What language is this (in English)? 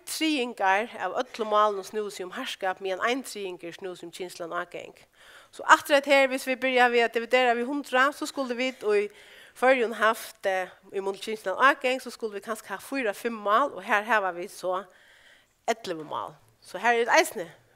Faroese